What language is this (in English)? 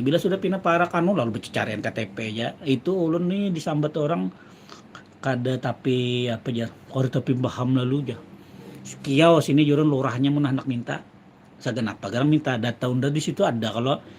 Banjar